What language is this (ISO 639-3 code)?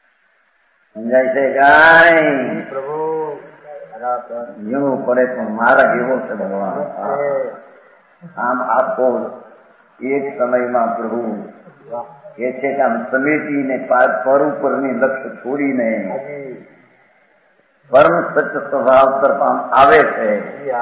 guj